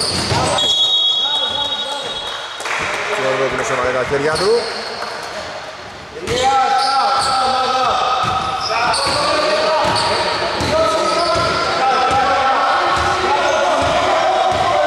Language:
Greek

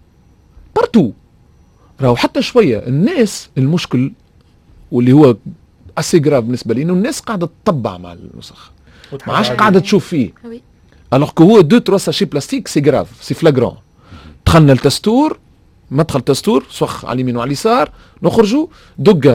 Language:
Tunisian Arabic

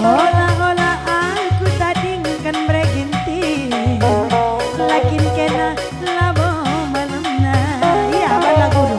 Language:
Batak Karo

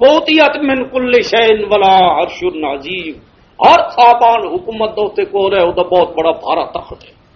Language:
Western Panjabi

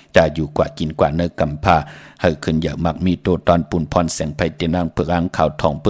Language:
Shan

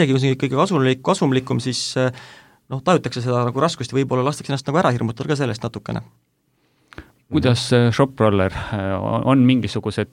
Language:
Estonian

